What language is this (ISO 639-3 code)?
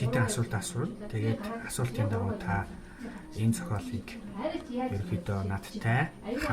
mon